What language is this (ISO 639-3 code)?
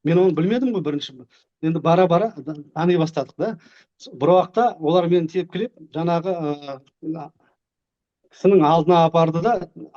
kaz